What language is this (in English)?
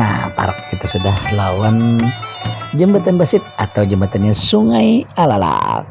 Banjar